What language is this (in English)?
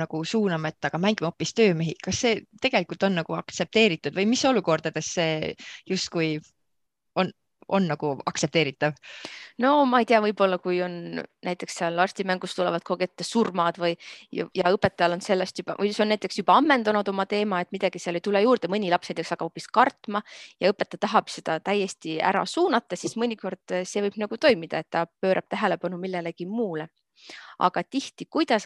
Estonian